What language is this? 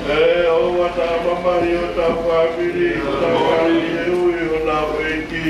Tongan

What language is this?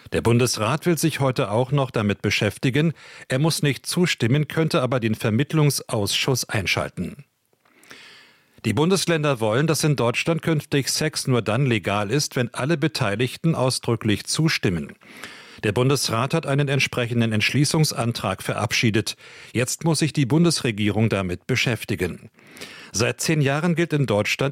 German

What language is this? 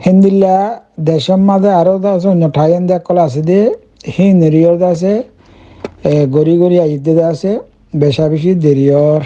Rohingya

